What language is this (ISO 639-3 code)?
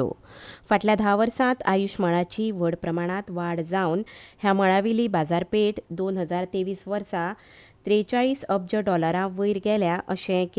kok